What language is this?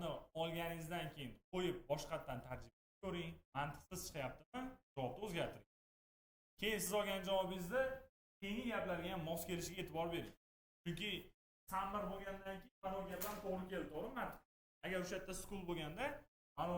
Uzbek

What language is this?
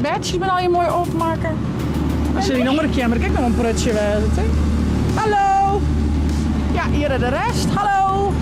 Western Frisian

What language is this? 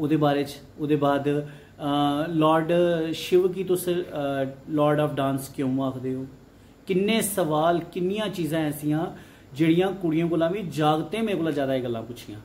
Dogri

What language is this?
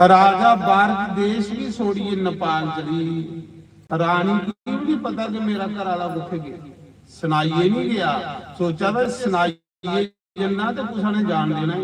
Dogri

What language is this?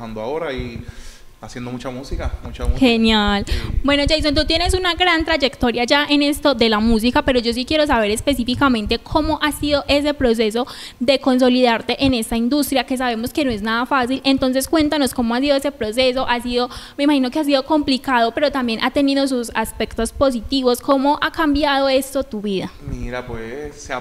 Spanish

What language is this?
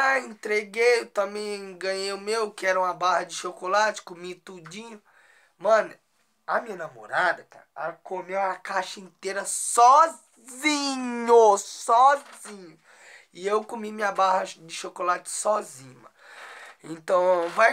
Portuguese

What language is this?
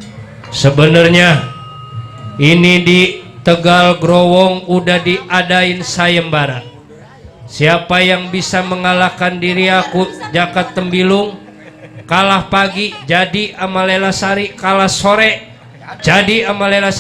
Betawi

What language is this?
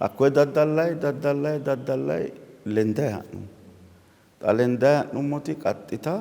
Sidamo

